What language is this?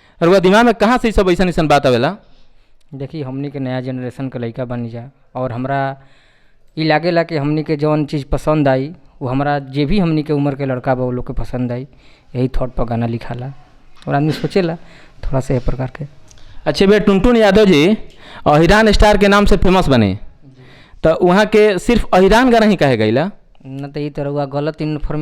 Bhojpuri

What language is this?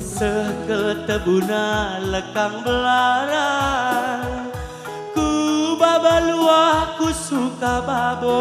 Batak Karo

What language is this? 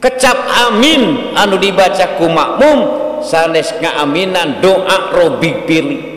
Sundanese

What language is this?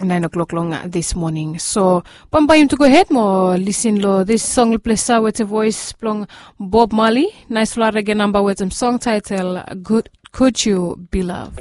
Bislama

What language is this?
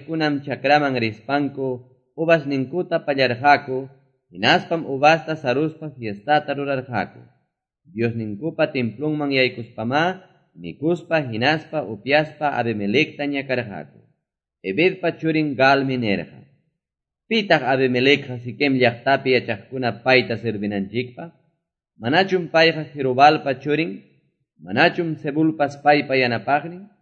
Quechua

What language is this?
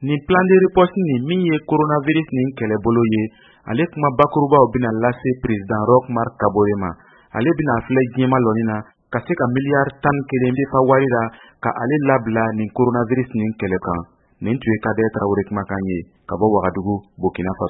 Bambara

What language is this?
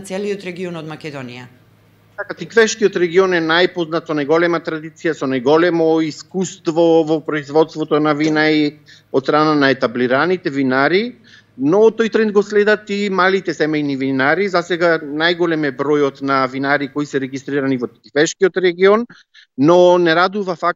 Macedonian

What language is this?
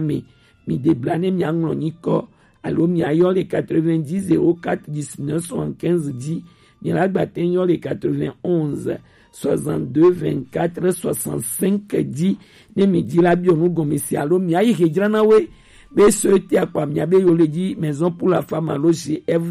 Gen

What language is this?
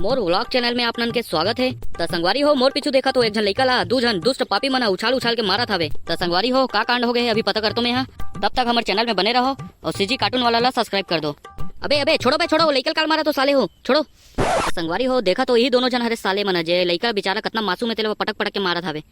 Chhattisgarhi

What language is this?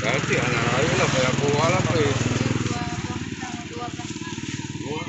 Achinese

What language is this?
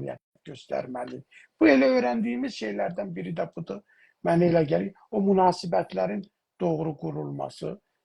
South Azerbaijani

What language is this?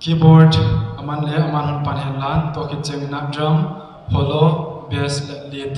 Paite Chin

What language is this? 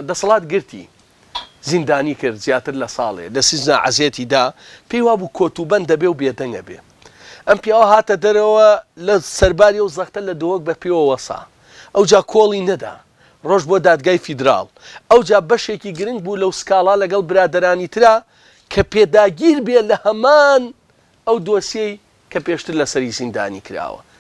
Central Kurdish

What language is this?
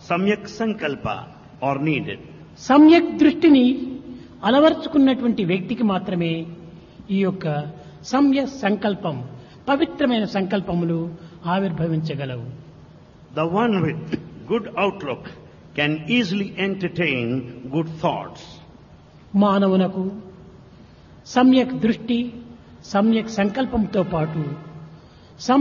Telugu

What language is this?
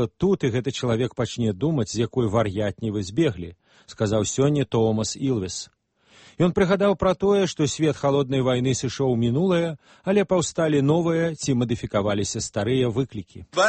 Belarusian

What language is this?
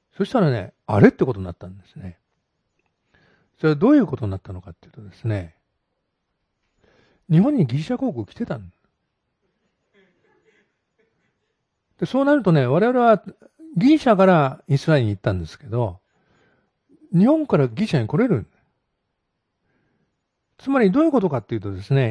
Japanese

